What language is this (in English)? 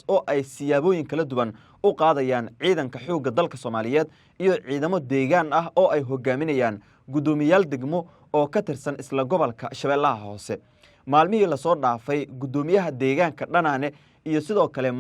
Somali